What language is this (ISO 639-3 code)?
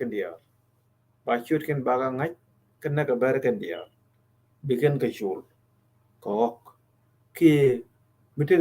nus